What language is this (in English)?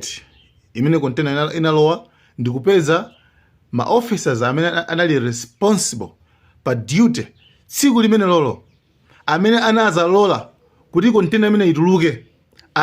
Nyanja